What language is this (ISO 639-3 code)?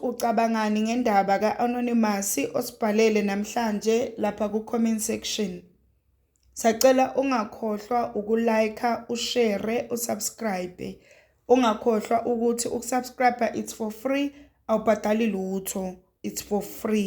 zul